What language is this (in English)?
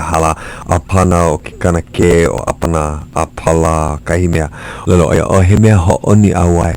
Hawaiian